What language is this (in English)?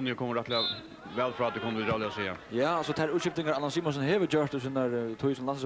Faroese